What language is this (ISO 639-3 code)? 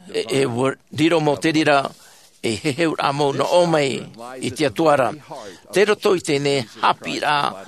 tah